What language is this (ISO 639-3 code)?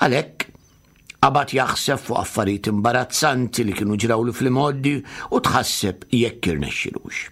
mlt